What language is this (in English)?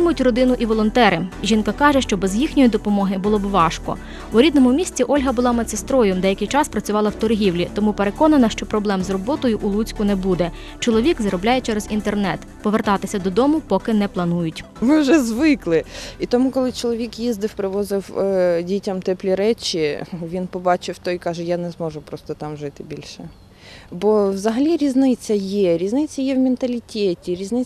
Ukrainian